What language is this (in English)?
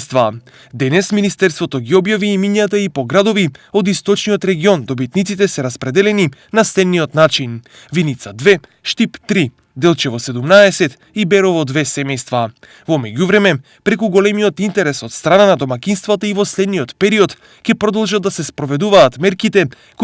Macedonian